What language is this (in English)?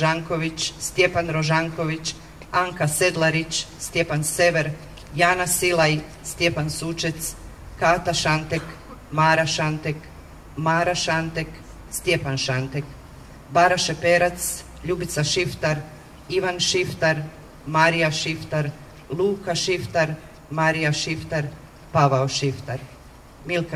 Croatian